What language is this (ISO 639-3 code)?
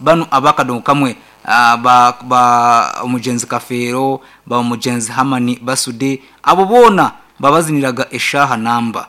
nyn